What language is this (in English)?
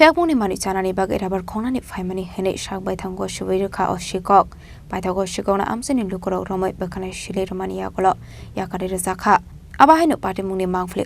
Kok Borok